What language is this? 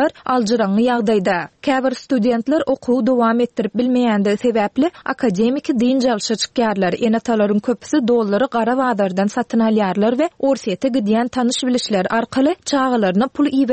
Turkmen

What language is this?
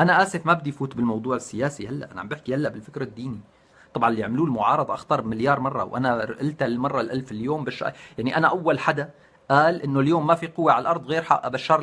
North Levantine Arabic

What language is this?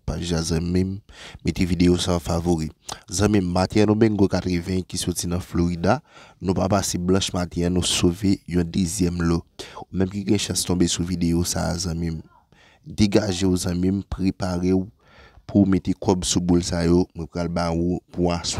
Haitian Creole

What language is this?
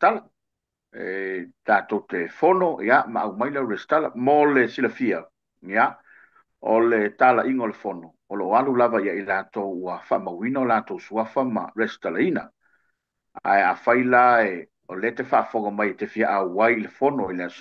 Samoan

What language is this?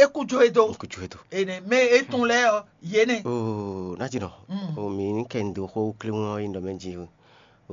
Fon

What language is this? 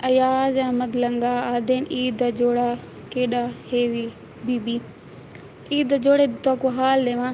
Saraiki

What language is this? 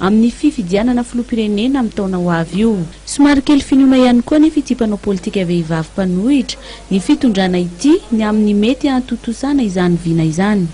Malagasy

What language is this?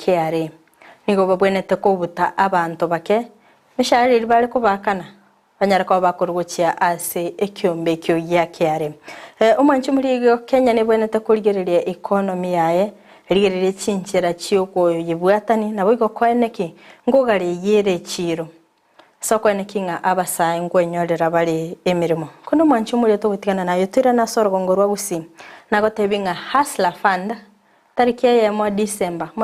Gusii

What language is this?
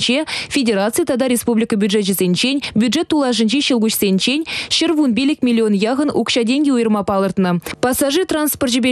Chuvash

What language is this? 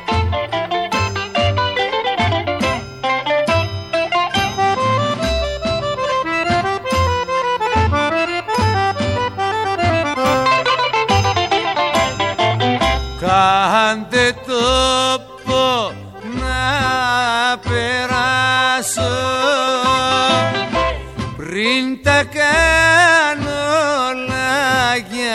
Greek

